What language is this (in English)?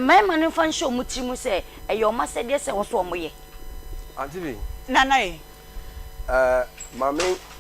Akan